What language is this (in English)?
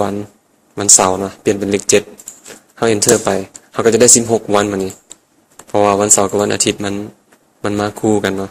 Lao